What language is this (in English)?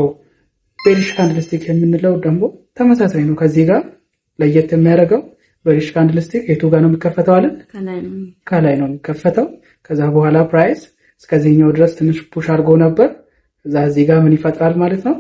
Amharic